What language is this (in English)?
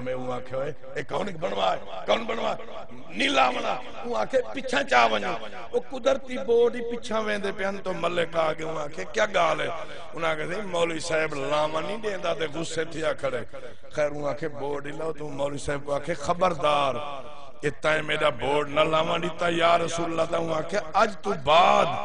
Saraiki